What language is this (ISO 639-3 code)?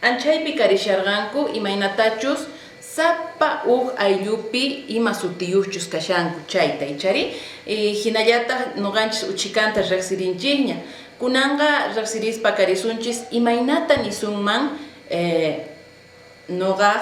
quh